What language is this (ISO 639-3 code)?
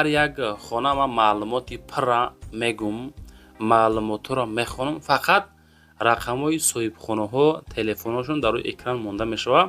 tgk